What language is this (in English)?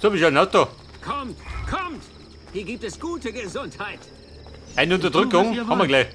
Bavarian